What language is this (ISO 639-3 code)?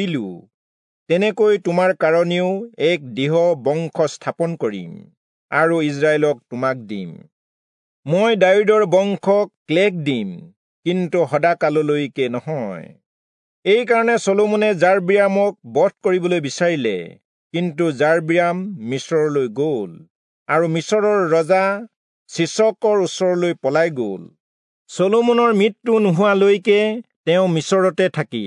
asm